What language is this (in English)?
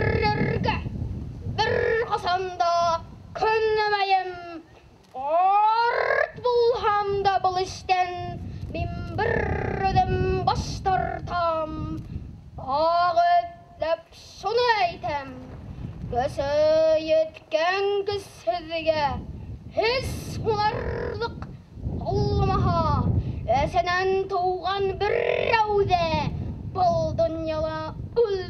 Bashkir